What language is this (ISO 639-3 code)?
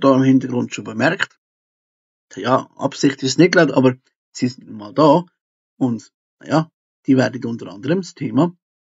gsw